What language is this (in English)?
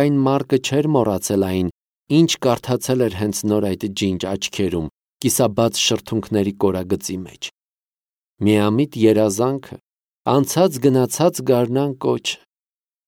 Armenian